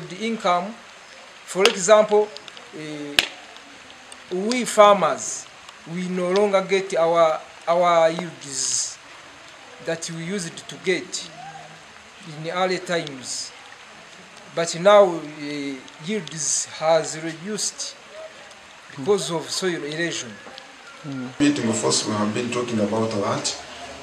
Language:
English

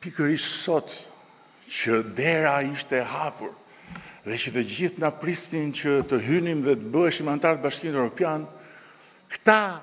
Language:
Albanian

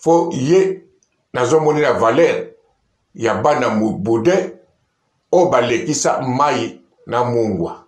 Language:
Lingala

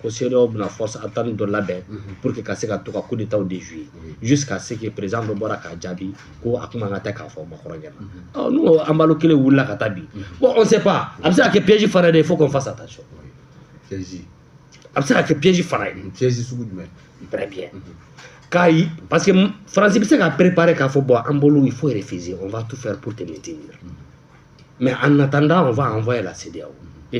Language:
Bambara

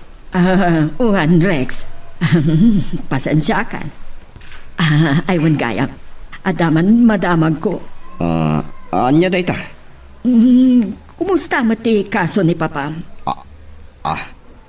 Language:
Iloko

